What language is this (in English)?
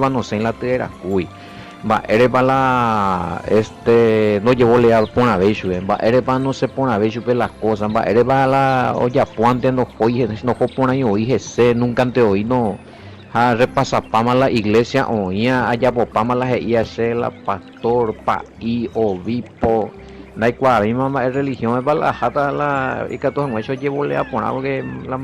Guarani